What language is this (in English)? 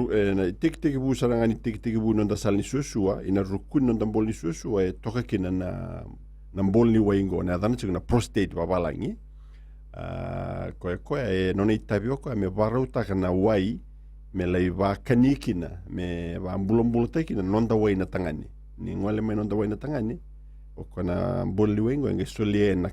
Fijian